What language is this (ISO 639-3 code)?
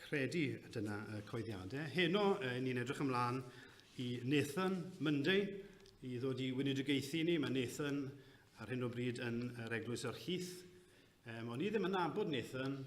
cym